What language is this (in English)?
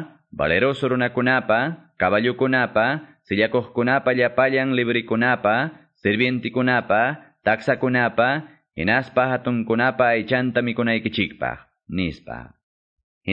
Quechua